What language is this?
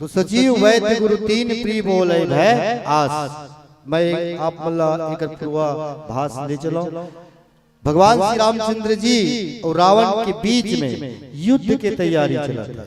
Chhattisgarhi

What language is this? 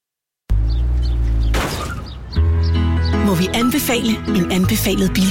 Danish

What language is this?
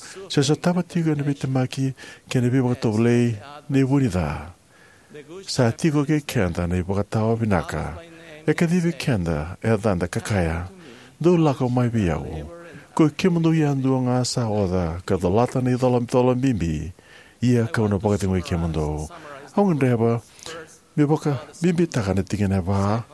Fijian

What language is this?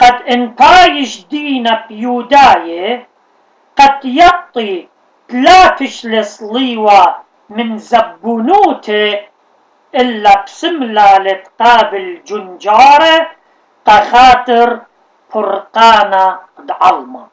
Assyrian Neo-Aramaic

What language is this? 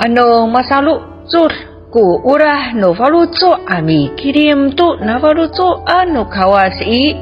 Amis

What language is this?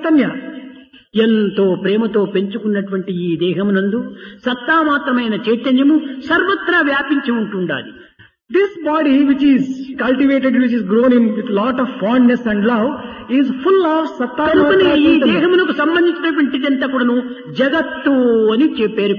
Telugu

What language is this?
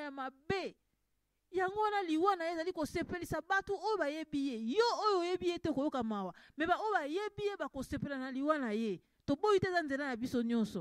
Lingala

